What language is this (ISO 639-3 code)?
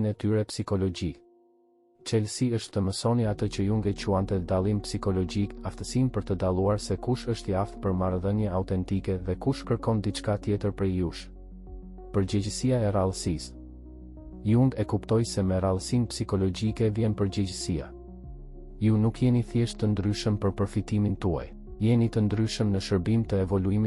sqi